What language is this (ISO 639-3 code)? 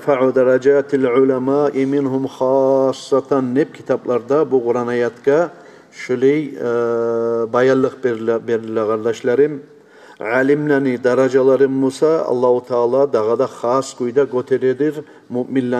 kum